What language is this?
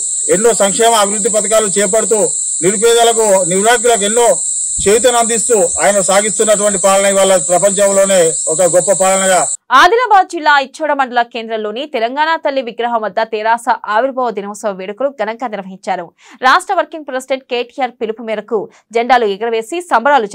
Telugu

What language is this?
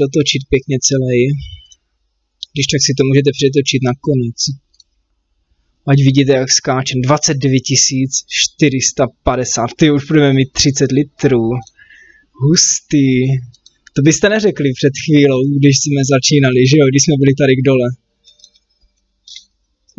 Czech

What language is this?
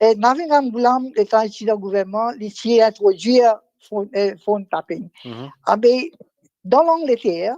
Morisyen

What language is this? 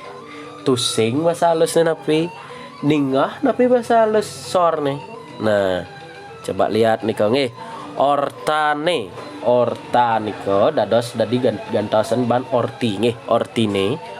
Balinese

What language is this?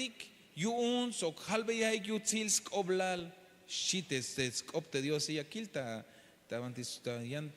Tzeltal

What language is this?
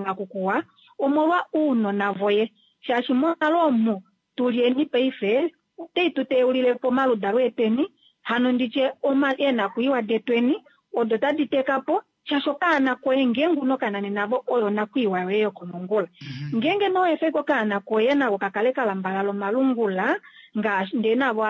Kuanyama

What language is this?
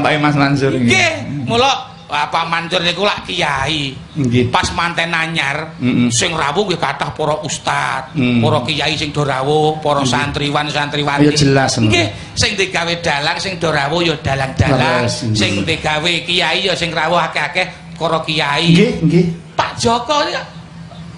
Javanese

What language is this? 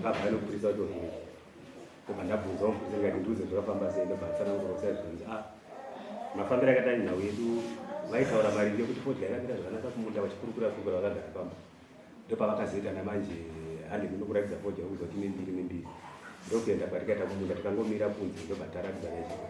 Shona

